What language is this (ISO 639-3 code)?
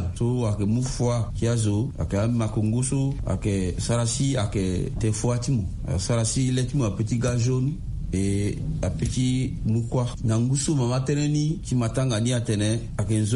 sag